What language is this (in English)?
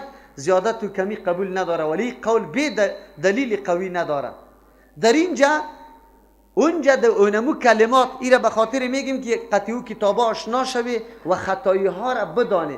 Persian